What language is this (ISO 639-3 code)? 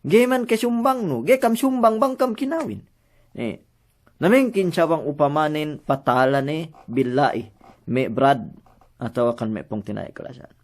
yka